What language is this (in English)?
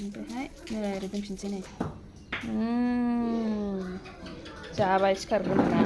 Bodo